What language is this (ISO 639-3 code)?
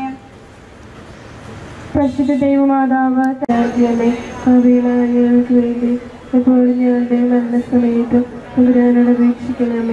mal